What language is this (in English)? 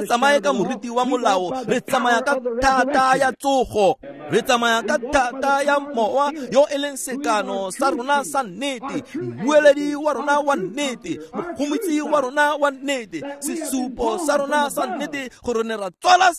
Tswana